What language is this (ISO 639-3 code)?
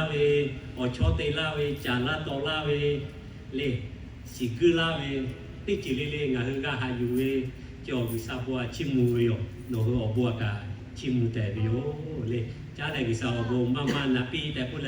lhu